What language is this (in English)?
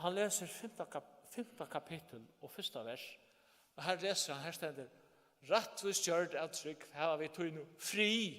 Faroese